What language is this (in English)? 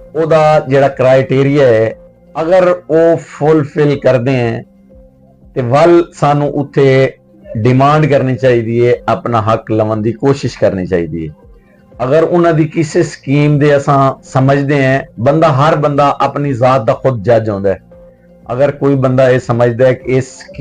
Western Panjabi